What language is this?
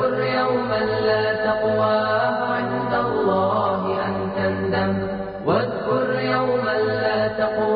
Bosnian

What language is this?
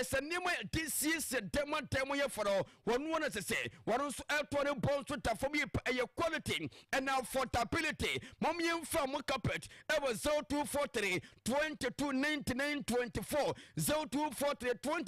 Akan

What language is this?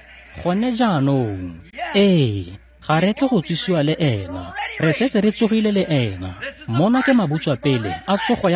Tswana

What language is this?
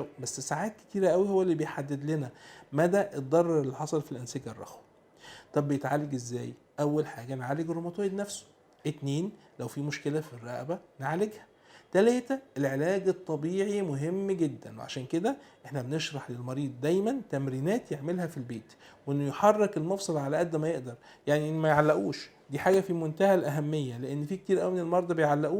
Egyptian Arabic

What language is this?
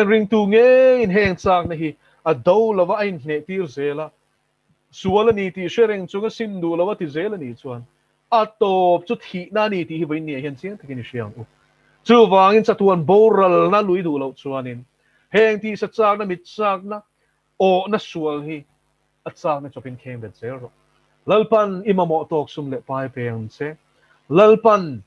Mizo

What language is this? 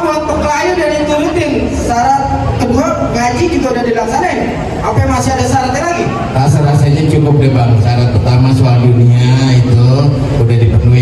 Betawi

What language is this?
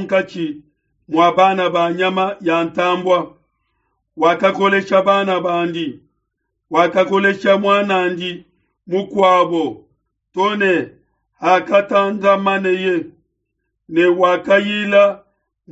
Luba-Lulua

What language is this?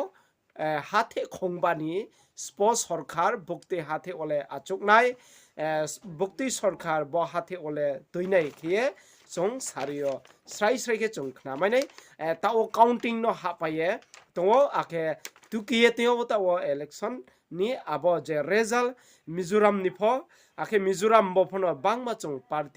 Riang (India)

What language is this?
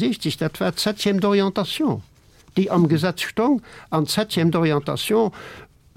Luxembourgish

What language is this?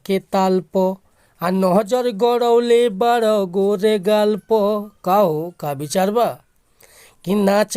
Bhojpuri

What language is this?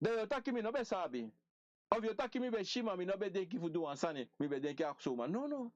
Sranan Tongo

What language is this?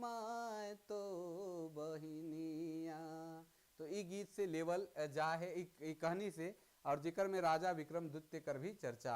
Sadri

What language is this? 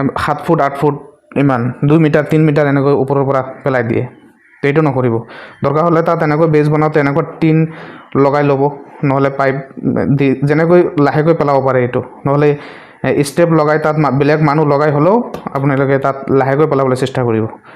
Assamese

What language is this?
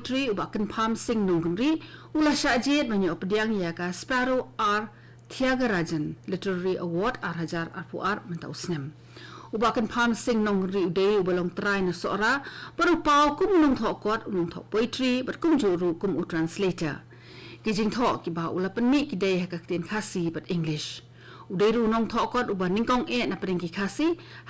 Khasi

